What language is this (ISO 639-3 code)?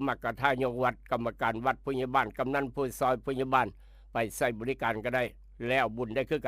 tts